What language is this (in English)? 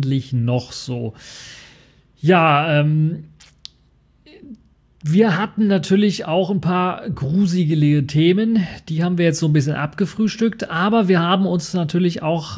German